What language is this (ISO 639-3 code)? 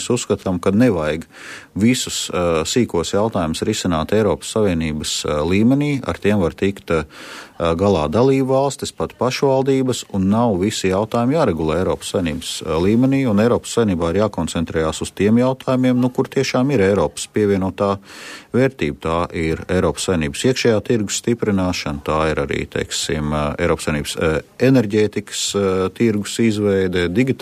lav